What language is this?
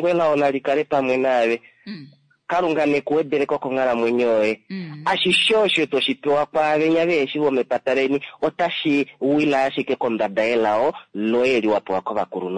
Kuanyama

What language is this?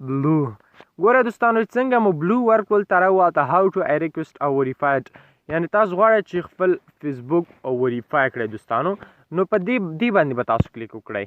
Pashto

